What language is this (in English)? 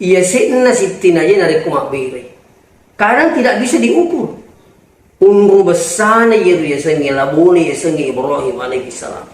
Buginese